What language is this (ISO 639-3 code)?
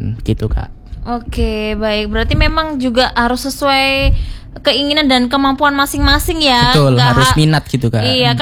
ind